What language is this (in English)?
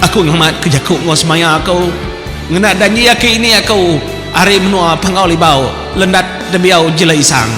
Iban